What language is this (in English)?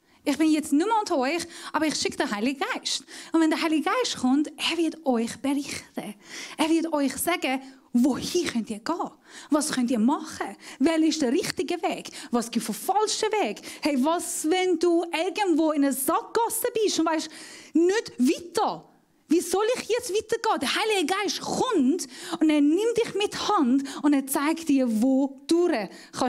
Swiss German